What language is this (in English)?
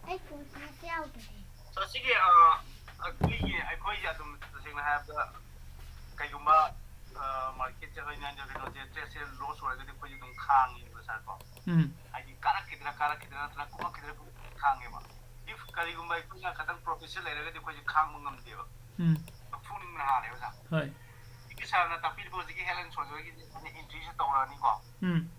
Manipuri